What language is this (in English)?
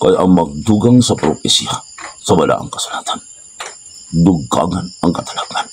Cebuano